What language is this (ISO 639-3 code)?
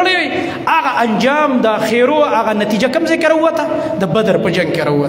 pus